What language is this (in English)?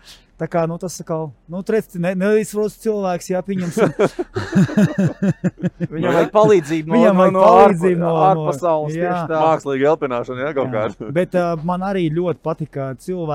Latvian